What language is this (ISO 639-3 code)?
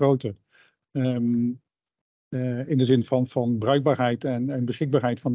nld